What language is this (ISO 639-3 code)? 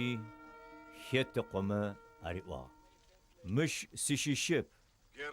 ady